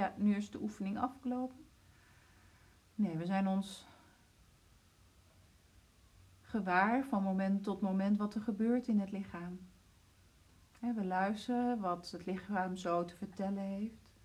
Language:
Dutch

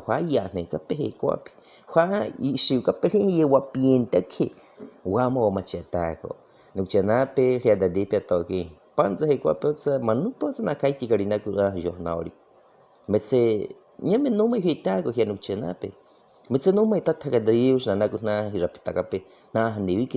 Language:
Baniwa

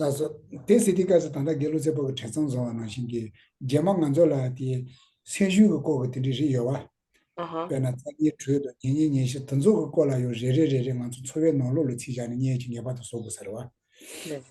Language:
Tibetan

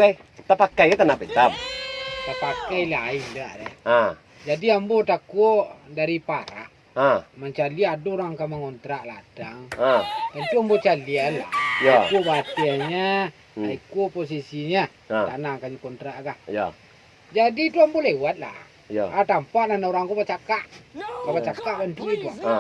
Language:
Minangkabau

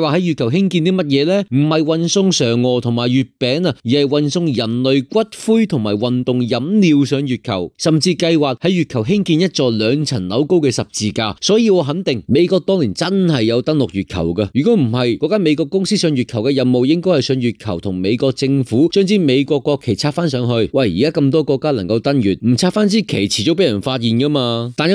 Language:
Cantonese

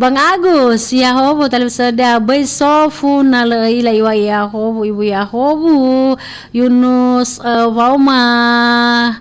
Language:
Nias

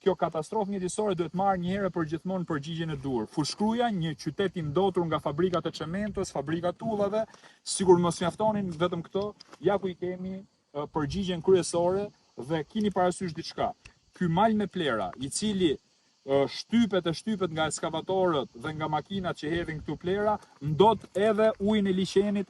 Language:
Albanian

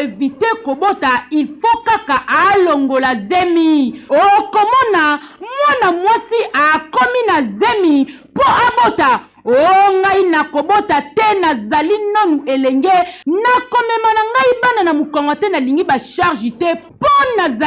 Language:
Lingala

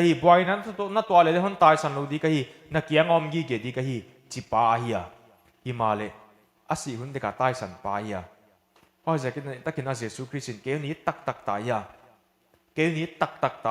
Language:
Paite Chin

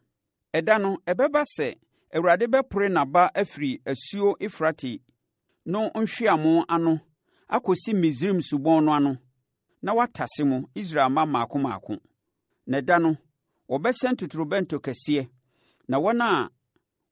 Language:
Akan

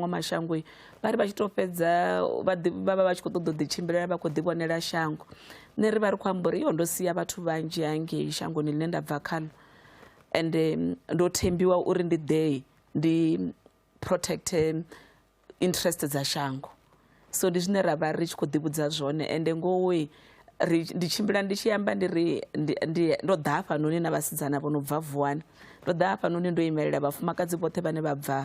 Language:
Venda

